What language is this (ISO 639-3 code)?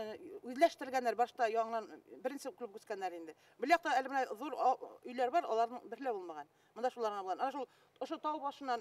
bak